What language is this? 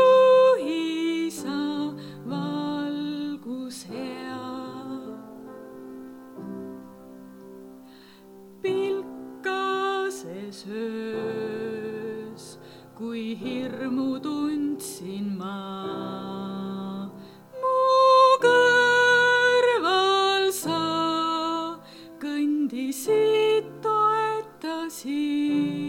Estonian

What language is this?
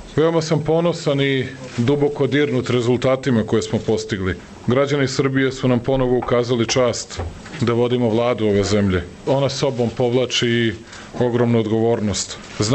Serbian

